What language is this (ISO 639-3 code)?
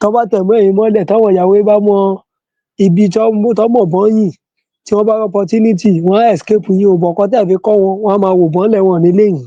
yor